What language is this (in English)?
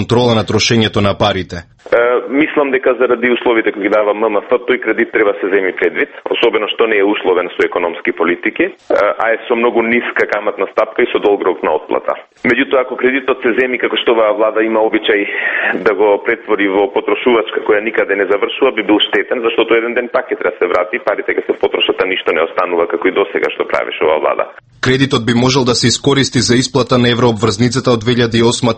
Macedonian